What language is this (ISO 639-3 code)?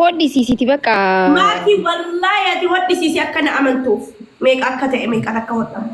orm